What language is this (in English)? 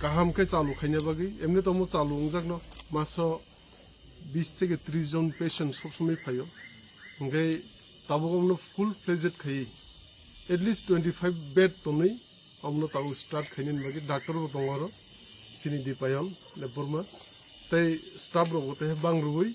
Kok Borok